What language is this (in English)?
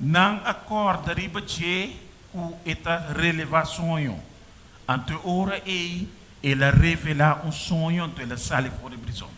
Papiamento